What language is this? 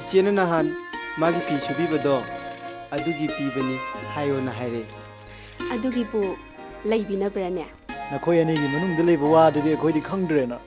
Manipuri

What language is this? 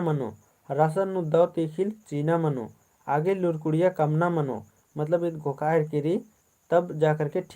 Kurukh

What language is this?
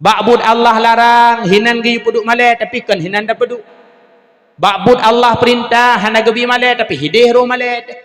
Achinese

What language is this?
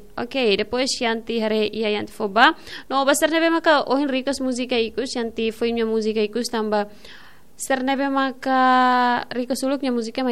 Tetum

